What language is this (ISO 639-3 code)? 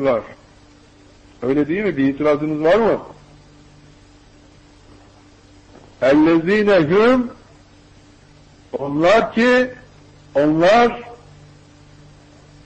tur